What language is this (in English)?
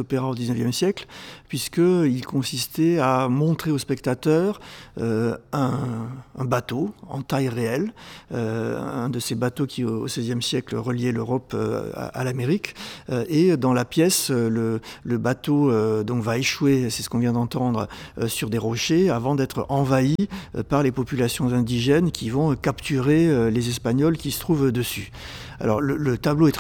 French